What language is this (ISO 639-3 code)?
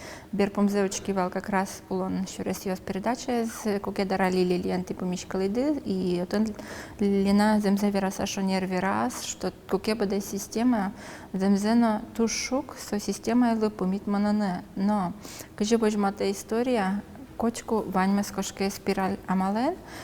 udm